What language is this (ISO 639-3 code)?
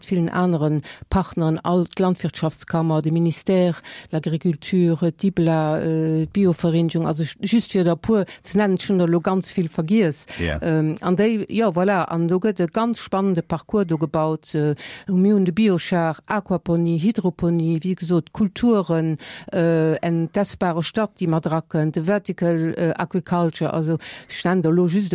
ltz